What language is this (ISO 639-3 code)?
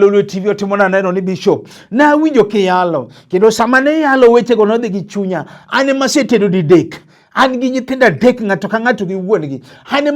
luo